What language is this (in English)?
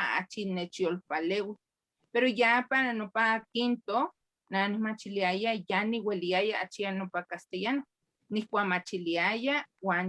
Eastern Huasteca Nahuatl